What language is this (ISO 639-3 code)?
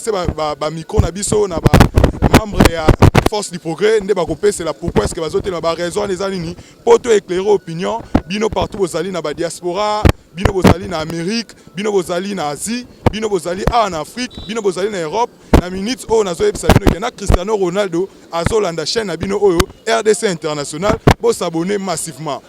lin